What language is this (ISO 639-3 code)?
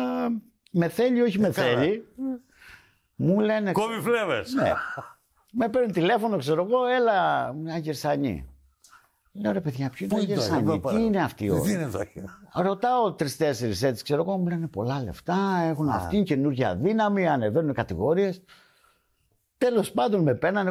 ell